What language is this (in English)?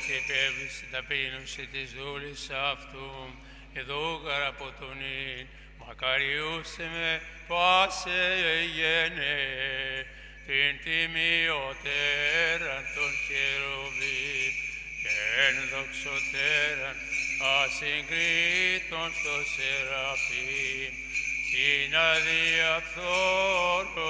Greek